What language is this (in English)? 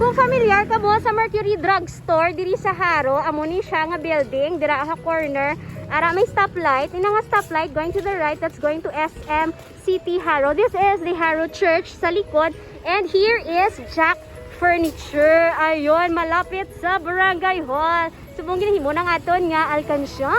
Hiligaynon